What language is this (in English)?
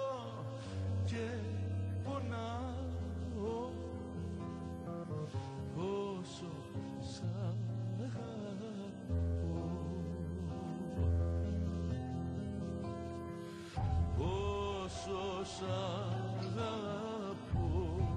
Greek